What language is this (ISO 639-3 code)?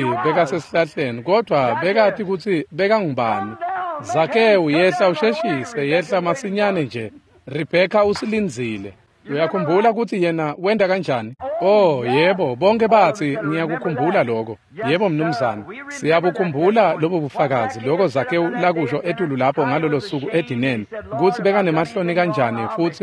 ssw